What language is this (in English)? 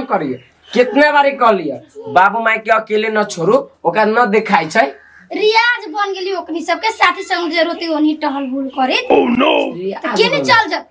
Maithili